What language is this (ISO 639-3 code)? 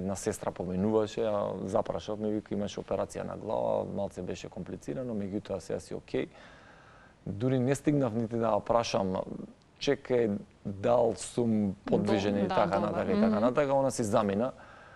mkd